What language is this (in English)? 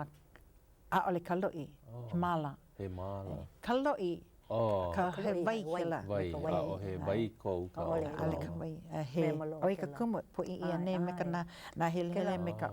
Hawaiian